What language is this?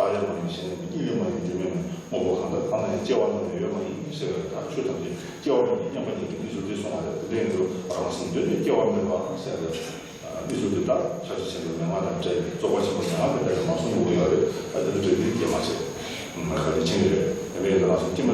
Tibetan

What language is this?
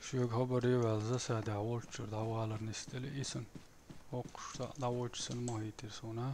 Chechen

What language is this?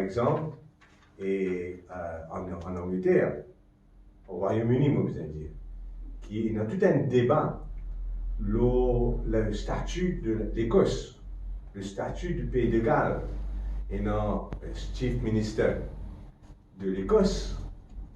Morisyen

